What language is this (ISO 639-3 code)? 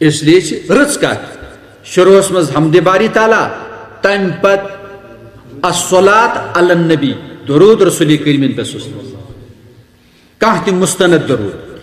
kas